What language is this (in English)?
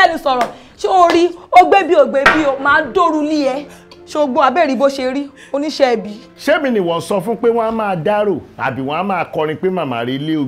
Yoruba